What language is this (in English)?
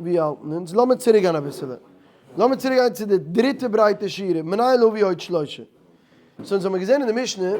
Yiddish